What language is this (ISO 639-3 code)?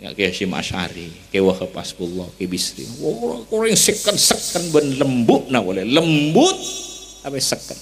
mad